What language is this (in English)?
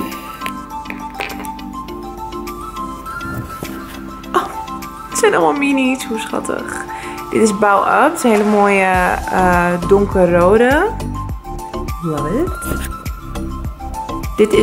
Dutch